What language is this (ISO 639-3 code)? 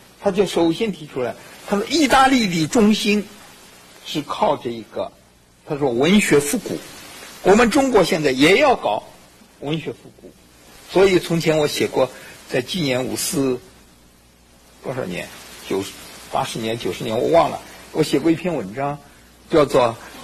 zho